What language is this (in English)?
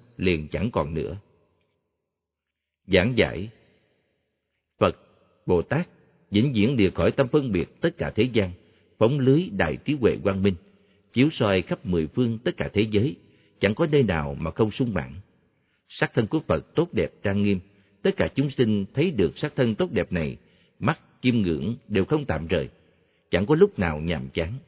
Vietnamese